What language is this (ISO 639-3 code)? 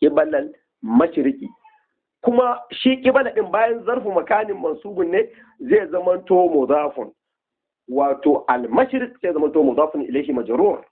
hau